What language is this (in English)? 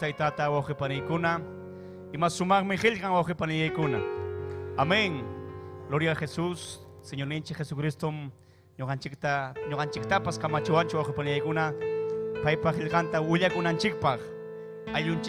Ayacucho Quechua